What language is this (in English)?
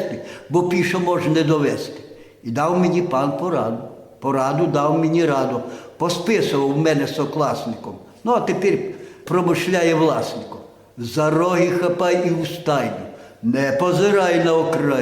Rusyn